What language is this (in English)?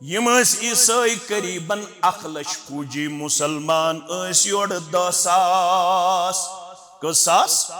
Kashmiri